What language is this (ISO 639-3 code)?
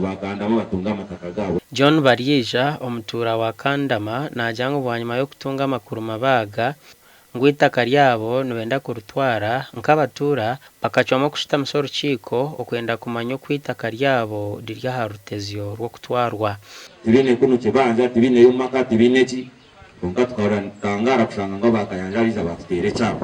nyn